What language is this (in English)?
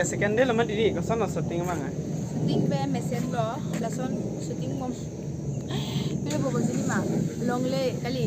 Karbi